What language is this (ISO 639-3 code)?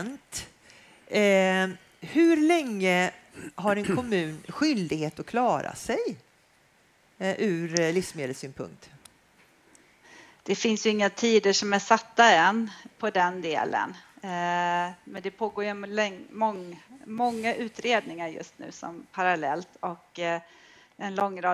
swe